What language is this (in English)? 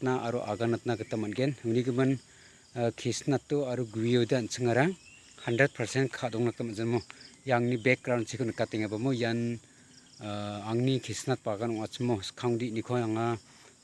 Garo